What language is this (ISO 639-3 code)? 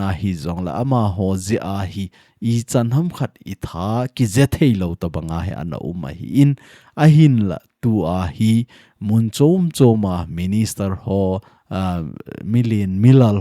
tcz